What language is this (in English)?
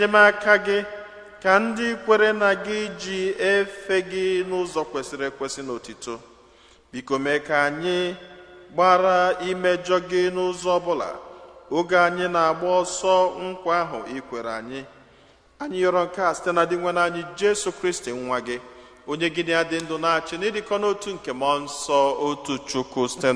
Igbo